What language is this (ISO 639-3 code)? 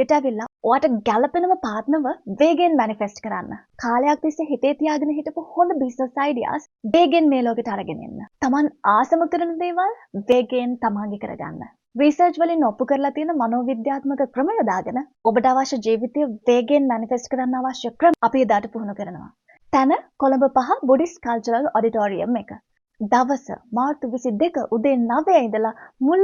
sin